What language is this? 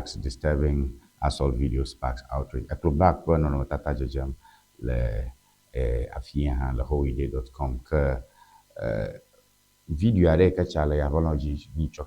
Ewe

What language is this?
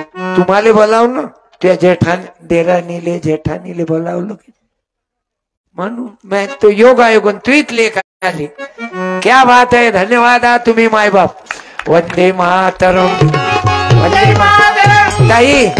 Marathi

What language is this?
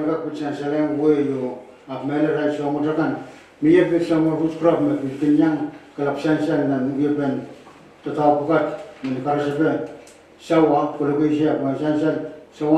Pohnpeian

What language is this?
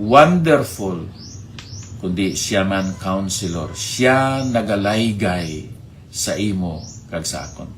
Hiligaynon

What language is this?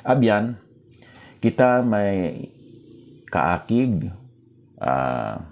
Hiligaynon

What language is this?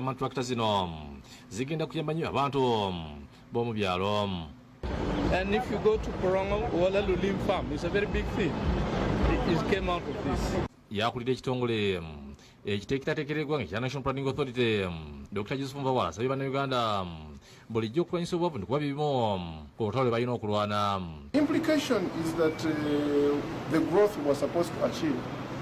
Ganda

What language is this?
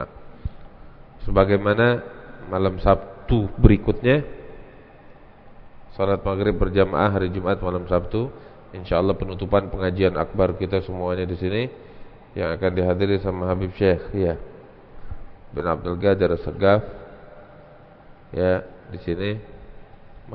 Indonesian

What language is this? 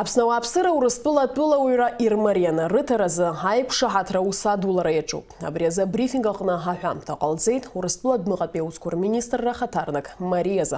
Abkhazian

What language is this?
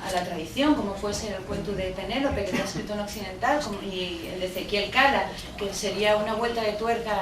Asturian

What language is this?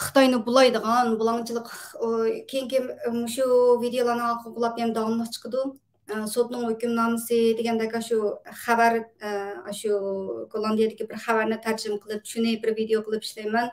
Uyghur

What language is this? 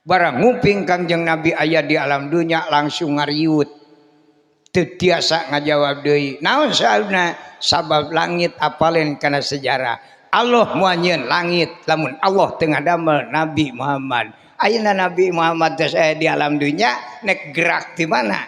Sundanese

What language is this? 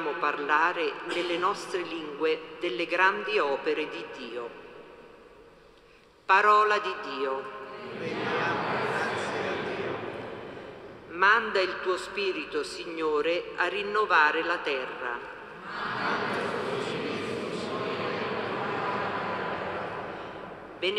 Italian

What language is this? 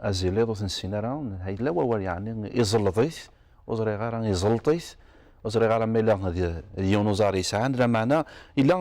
Kabyle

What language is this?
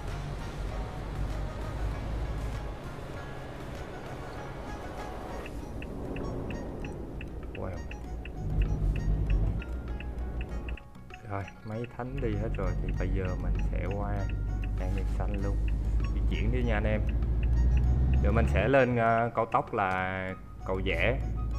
Vietnamese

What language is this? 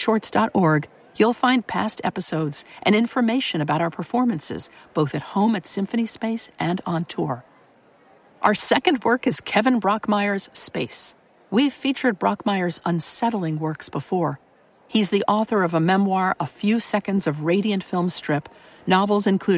English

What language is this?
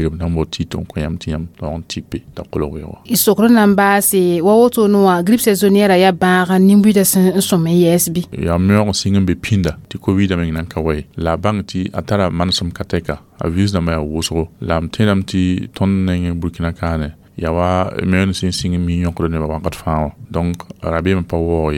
Mossi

